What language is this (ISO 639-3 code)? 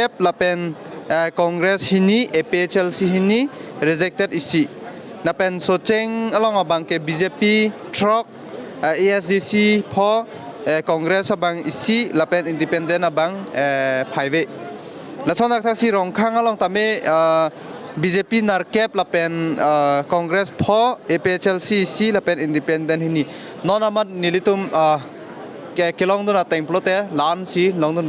mjw